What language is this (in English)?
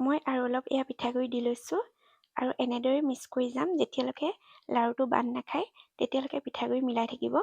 Assamese